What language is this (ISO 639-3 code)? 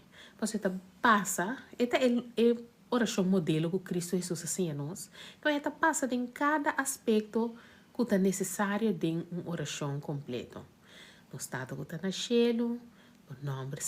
pap